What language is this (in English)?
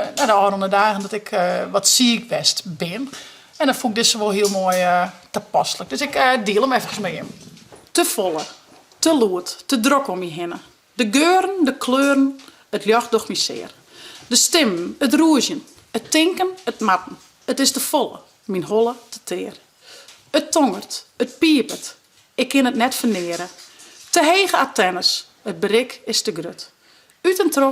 Western Frisian